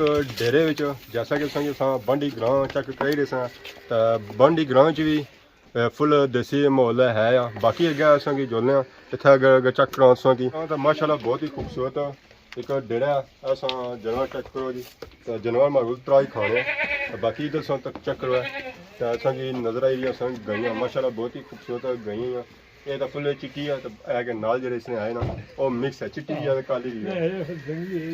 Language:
Pahari-Potwari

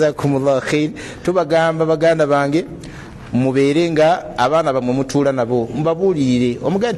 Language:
Ganda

